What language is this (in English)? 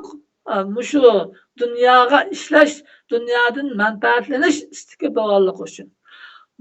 Uyghur